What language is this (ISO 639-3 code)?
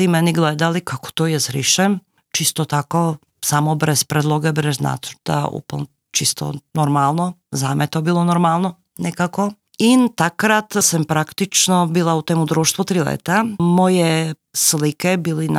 slv